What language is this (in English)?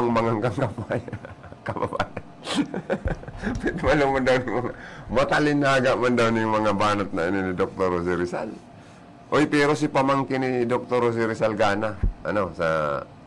Bikol